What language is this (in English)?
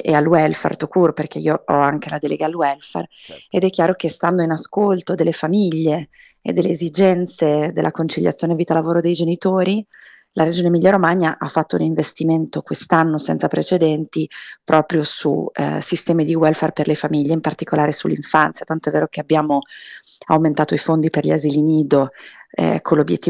Italian